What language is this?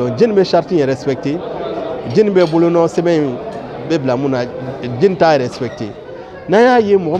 Bambara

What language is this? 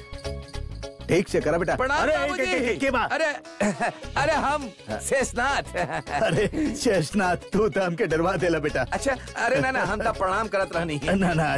Bhojpuri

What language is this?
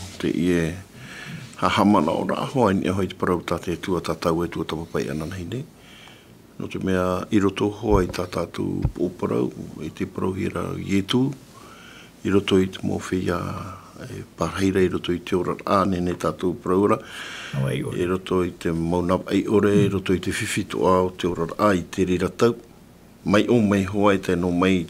Tahitian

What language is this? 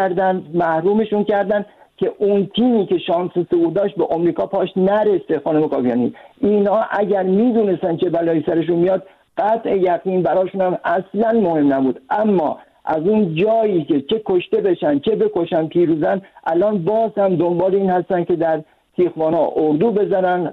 Persian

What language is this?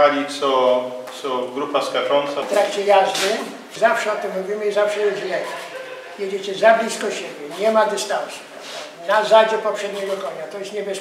Polish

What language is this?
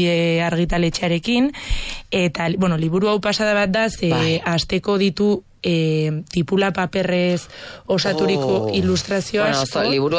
Basque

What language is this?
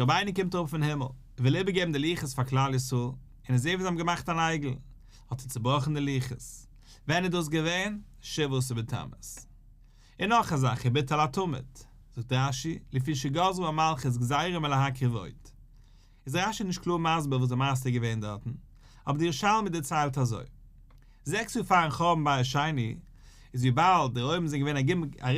Yiddish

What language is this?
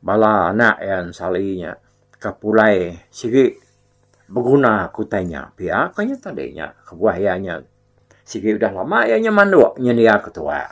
Iban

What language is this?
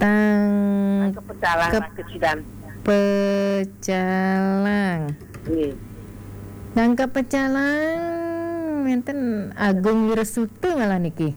Balinese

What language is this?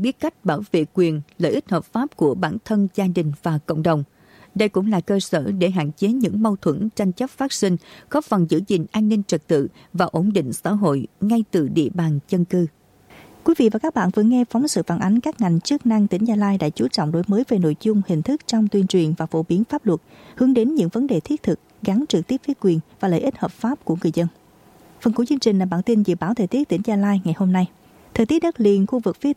Vietnamese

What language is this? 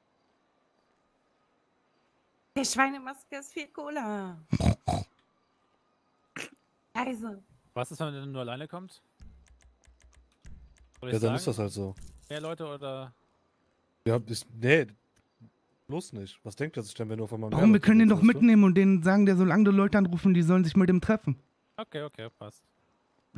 German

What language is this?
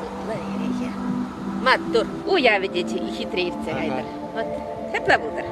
Chuvash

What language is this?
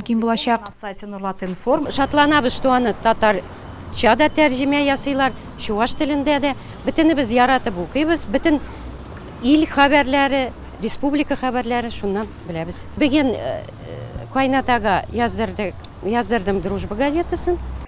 Tatar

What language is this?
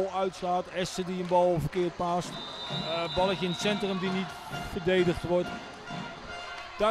Dutch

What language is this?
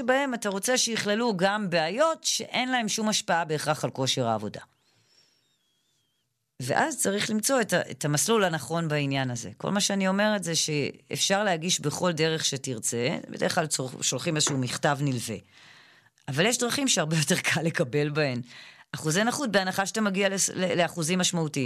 Hebrew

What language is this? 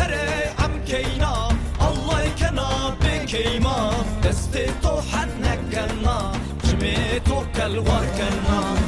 Zaza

